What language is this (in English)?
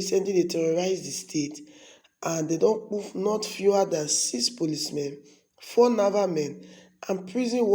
Nigerian Pidgin